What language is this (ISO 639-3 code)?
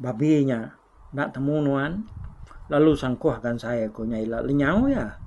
iba